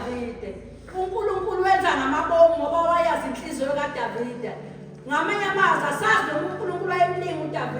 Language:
Zulu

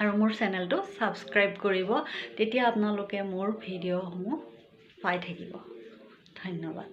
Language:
Assamese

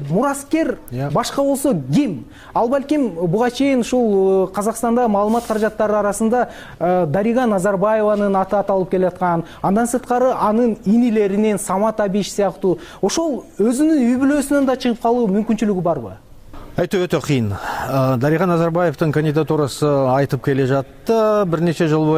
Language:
Kyrgyz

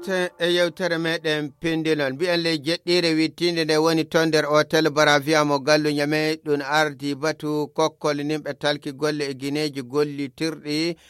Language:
Nigerian Fulfulde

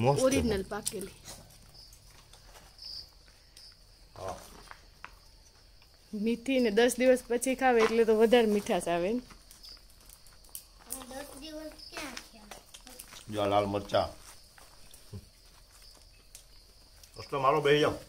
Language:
Gujarati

